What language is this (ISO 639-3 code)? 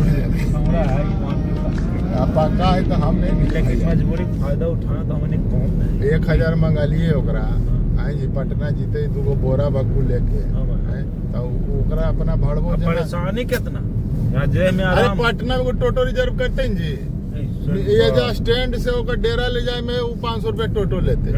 mag